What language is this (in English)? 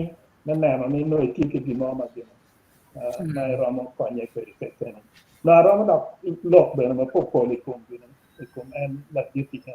Acoli